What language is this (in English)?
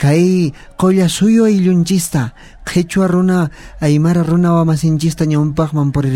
South Bolivian Quechua